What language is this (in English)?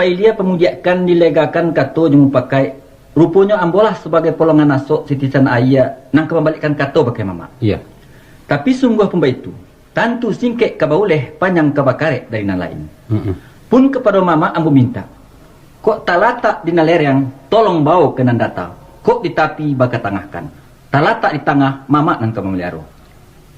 Minangkabau